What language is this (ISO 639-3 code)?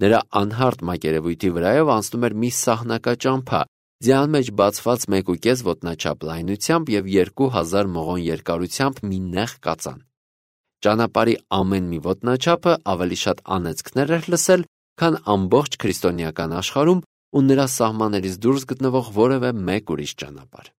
hye